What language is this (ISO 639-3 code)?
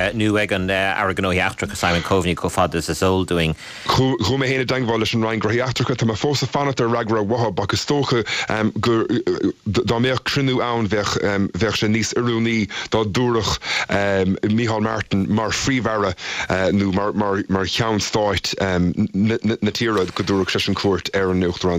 gle